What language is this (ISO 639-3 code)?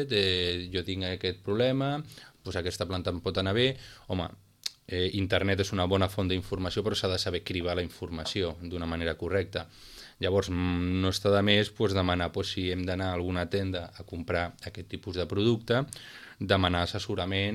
cat